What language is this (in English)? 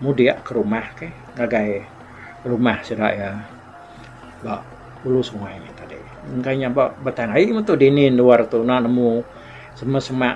Iban